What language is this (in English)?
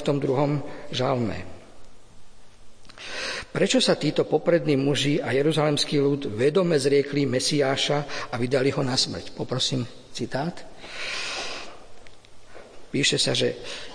Slovak